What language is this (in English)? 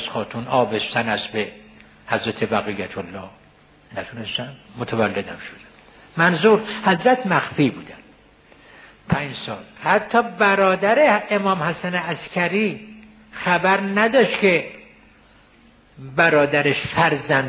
Persian